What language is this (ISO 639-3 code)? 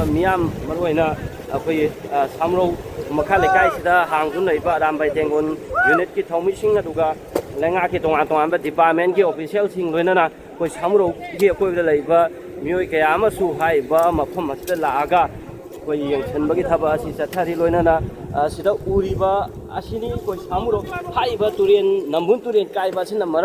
mni